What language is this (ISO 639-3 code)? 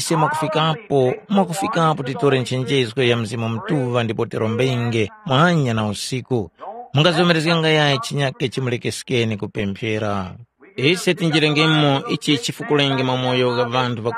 tum